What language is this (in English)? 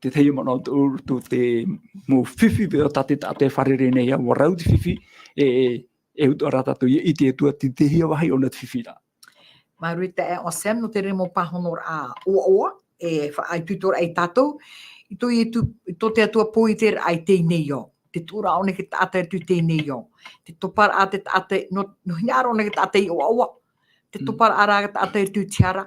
Tahitian